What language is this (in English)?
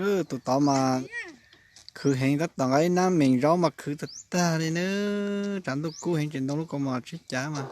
Hmong